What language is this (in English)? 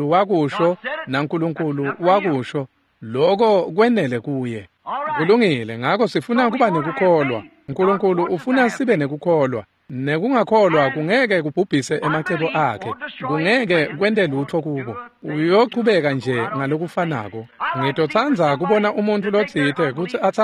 Swati